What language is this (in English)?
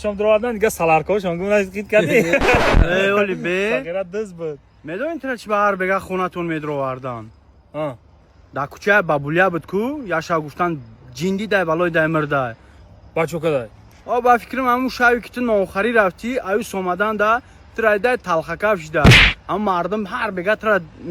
Tajik